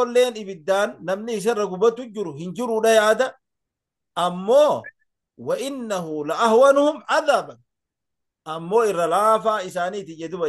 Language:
Oromo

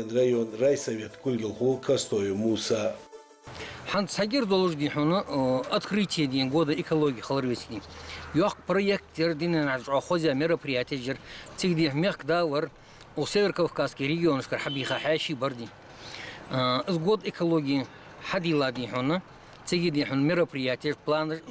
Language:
Ingush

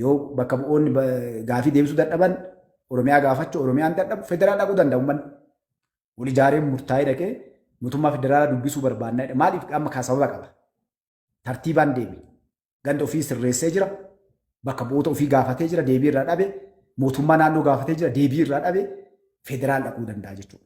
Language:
Oromo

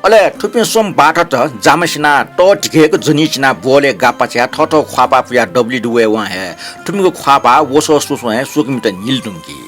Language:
Newari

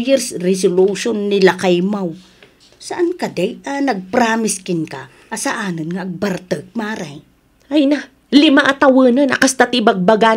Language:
Iloko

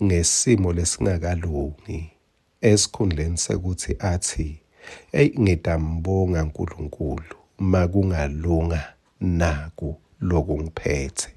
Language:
Swati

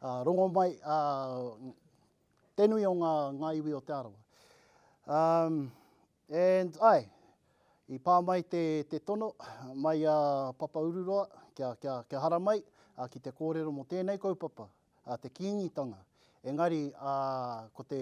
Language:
Māori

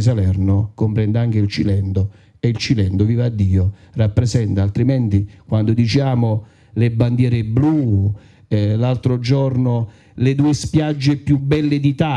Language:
Italian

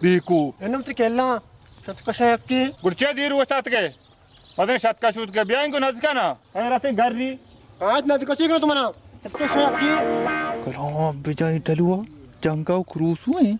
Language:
Baluchi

